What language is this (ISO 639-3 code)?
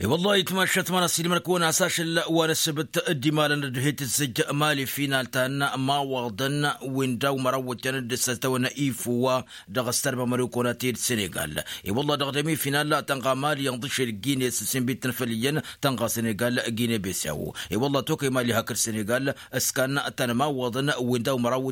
taq